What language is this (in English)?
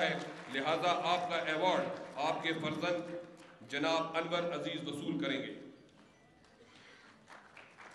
Urdu